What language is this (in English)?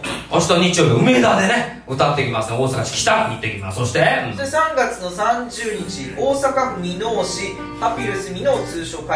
Japanese